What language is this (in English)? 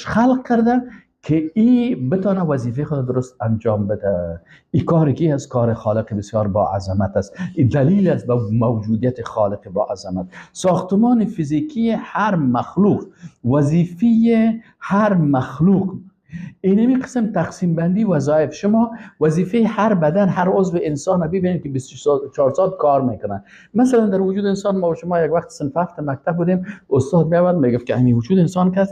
Persian